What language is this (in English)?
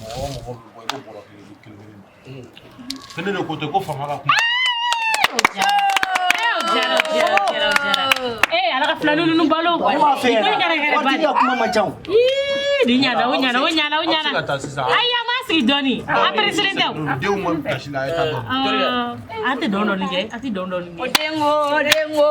Bambara